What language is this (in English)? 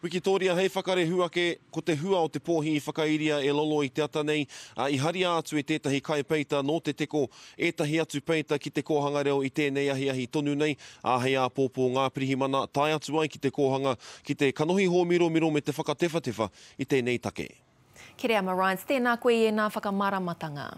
Māori